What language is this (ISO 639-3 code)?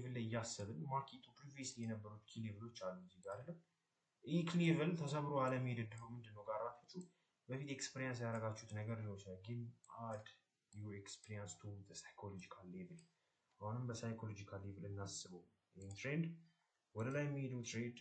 amh